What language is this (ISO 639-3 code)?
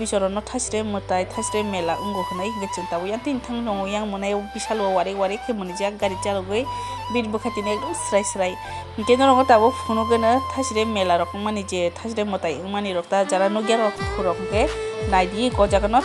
trp